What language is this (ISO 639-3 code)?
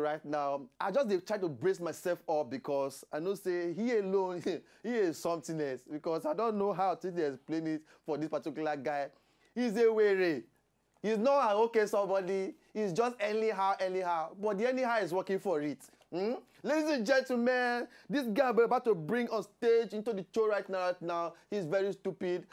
pcm